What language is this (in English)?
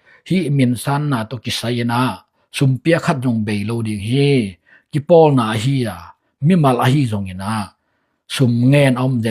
Tedim Chin